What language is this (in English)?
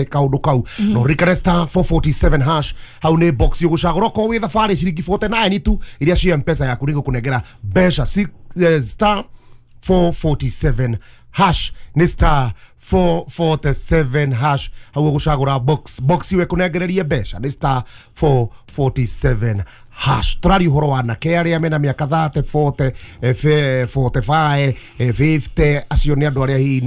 Kikuyu